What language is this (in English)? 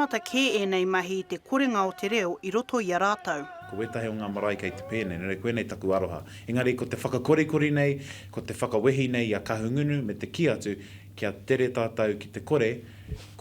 Māori